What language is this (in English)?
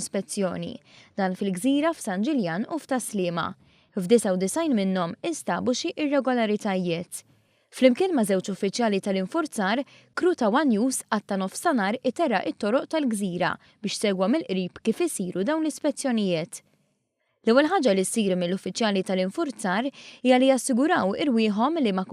Maltese